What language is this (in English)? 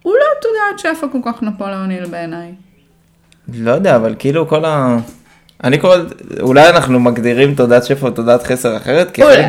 Hebrew